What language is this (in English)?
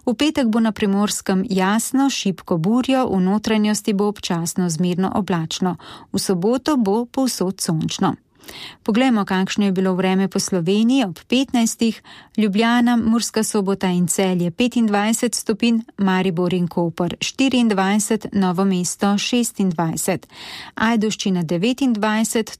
Slovenian